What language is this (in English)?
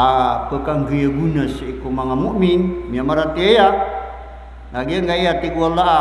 Maranao